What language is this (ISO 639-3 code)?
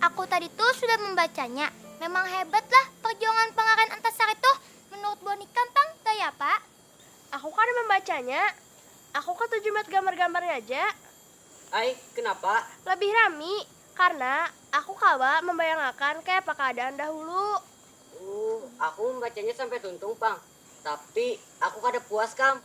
bjn